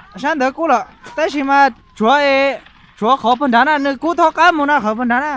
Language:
Hmong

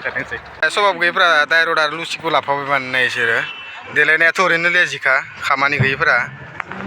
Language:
Bodo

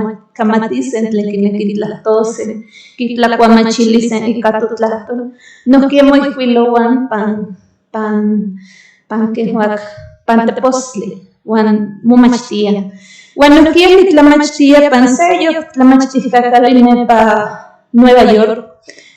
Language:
Central Nahuatl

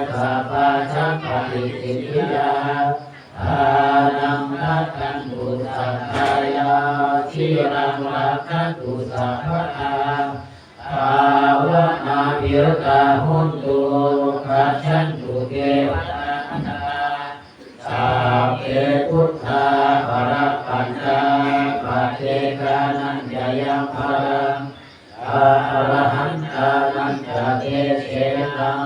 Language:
Pali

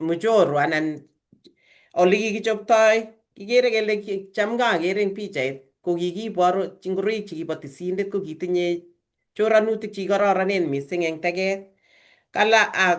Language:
Kalenjin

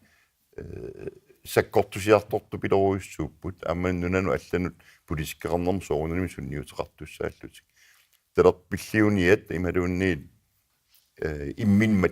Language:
Kalaallisut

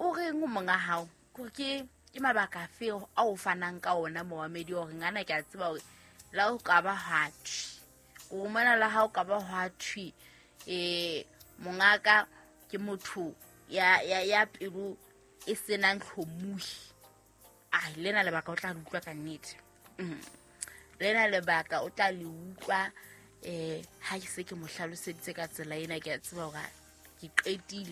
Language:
Southern Sotho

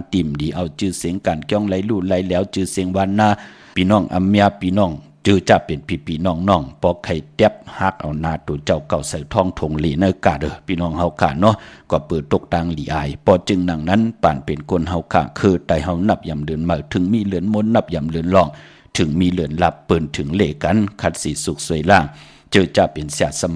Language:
Shan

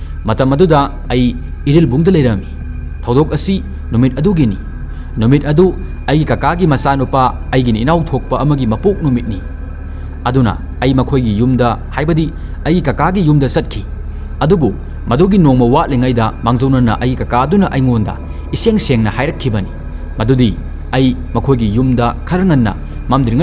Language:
Manipuri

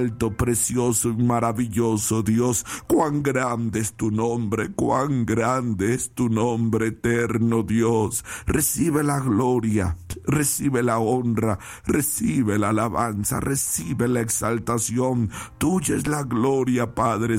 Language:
Spanish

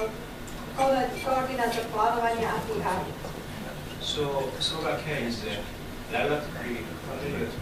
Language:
Slovak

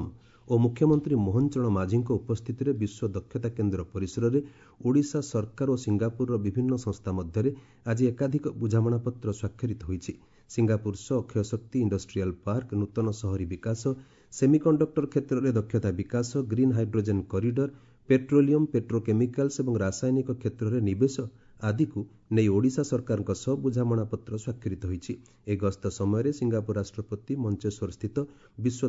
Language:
Odia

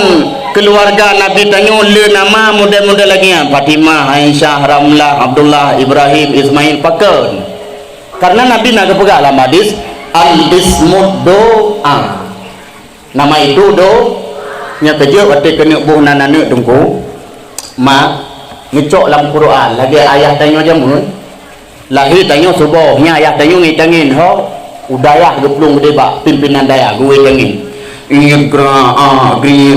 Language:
Achinese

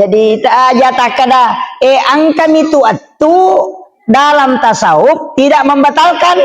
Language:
Buginese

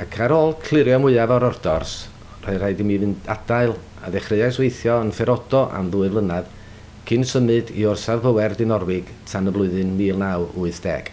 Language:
Welsh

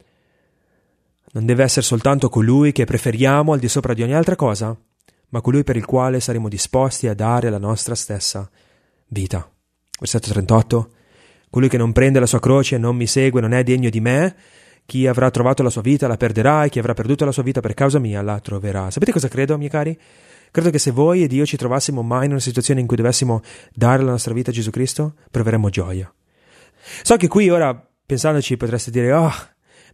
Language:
Italian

